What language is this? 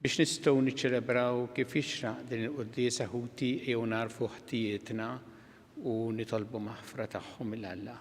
Maltese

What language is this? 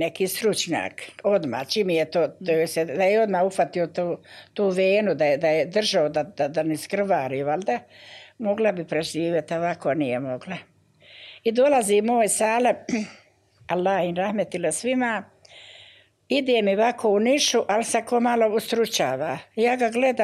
Bosnian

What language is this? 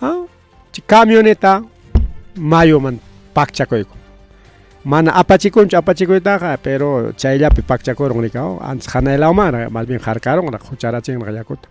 Ayacucho Quechua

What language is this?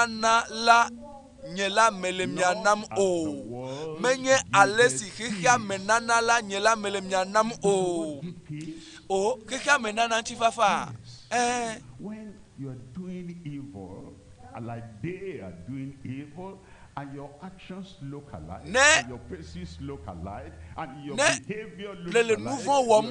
Ewe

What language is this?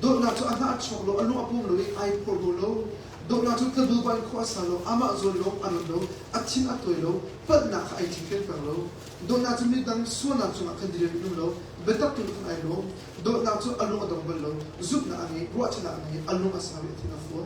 Hakha Chin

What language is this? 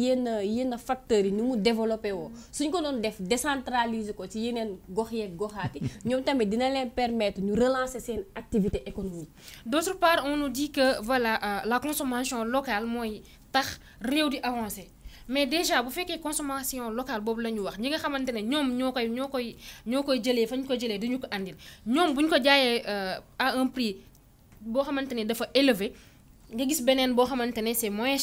Wolof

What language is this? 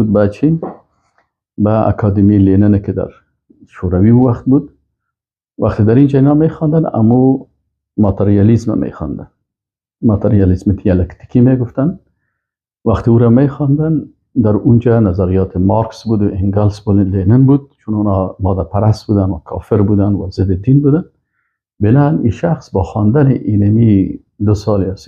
Persian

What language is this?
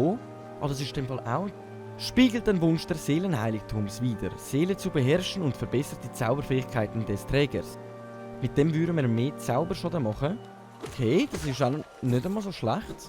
Swiss German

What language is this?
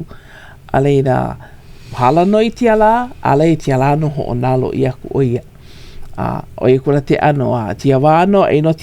Hawaiian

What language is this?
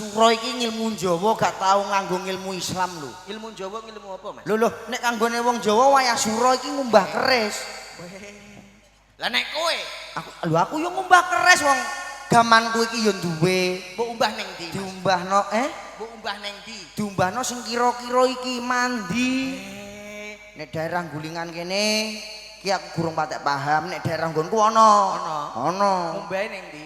Javanese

